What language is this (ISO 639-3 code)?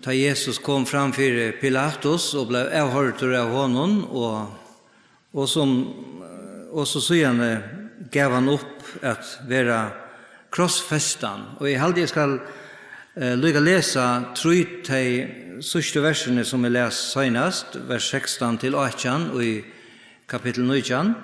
fao